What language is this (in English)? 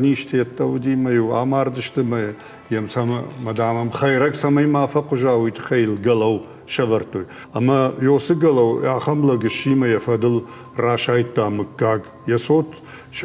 Ossetic